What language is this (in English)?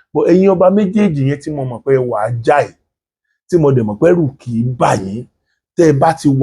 Yoruba